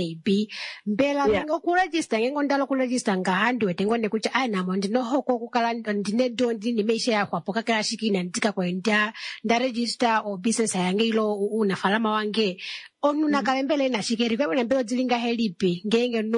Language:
Kuanyama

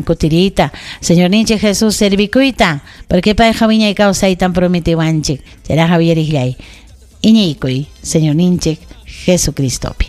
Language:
Ayacucho Quechua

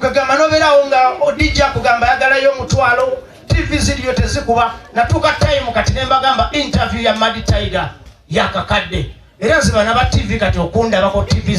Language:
Ganda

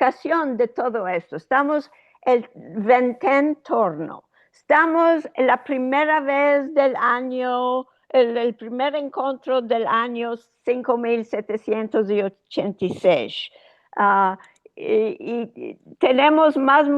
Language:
Ladino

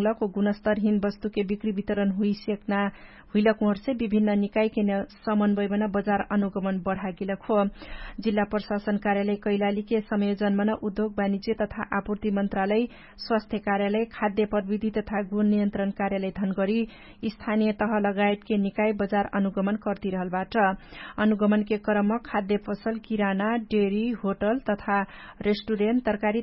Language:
Dangaura Tharu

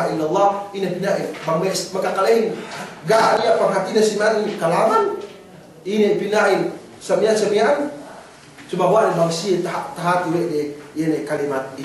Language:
Yakan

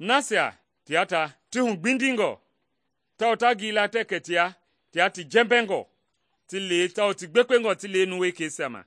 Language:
Mende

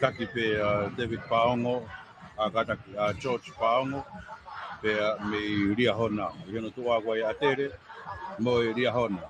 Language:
Tongan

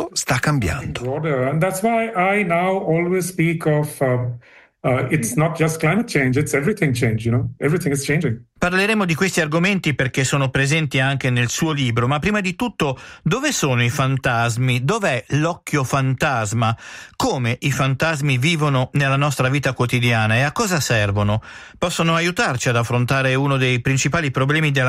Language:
Italian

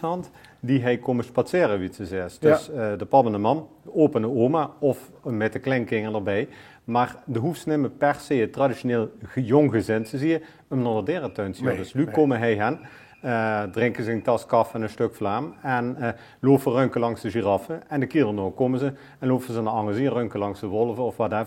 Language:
Limburgish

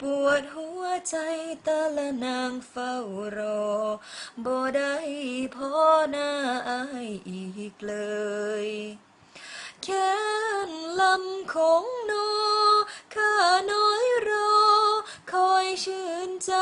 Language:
Lao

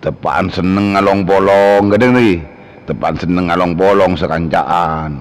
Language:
Madurese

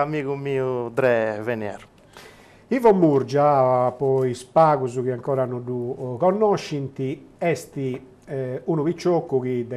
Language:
Sardinian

